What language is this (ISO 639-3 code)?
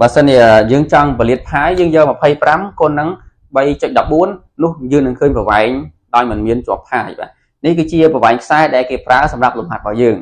khm